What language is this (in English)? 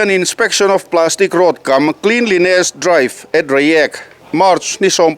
Mizo